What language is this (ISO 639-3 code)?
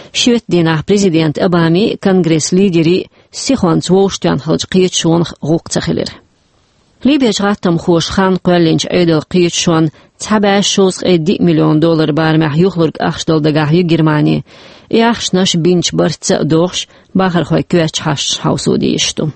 che